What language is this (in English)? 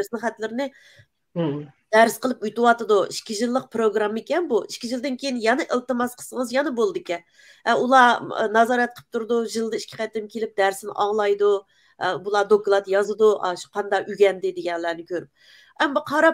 Uyghur